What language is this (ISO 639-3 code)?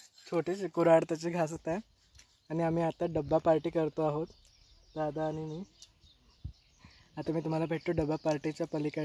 mar